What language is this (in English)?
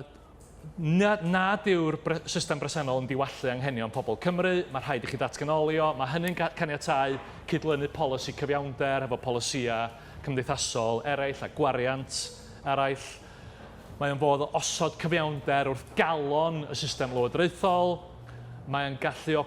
Welsh